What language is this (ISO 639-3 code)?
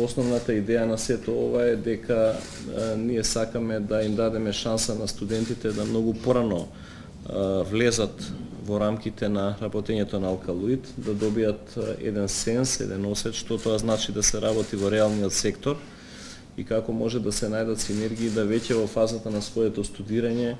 mkd